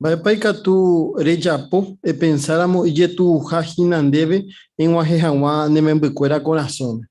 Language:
Guarani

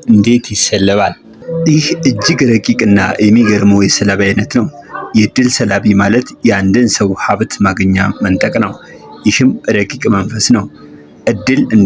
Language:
Amharic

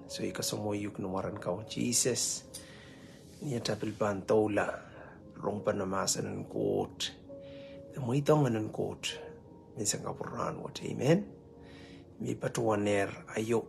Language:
Pohnpeian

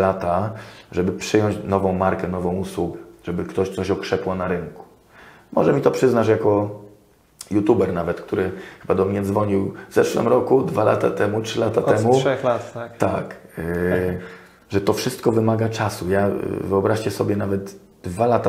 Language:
Polish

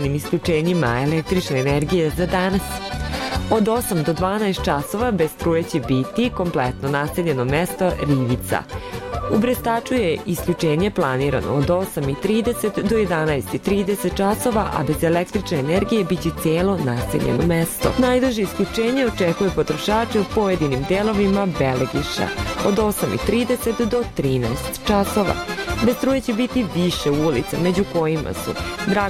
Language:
Serbian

